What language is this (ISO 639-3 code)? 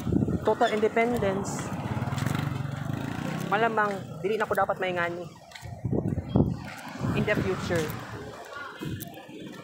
ceb